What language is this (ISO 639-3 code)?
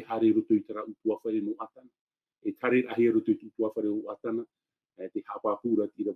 tah